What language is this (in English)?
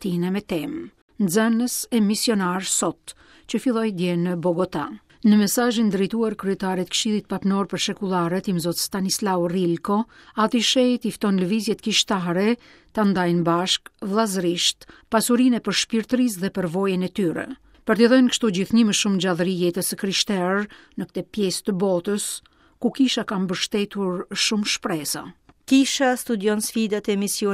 Albanian